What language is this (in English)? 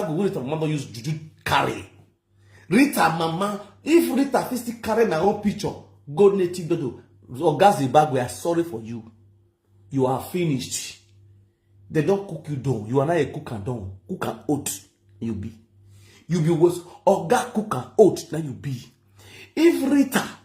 Nigerian Pidgin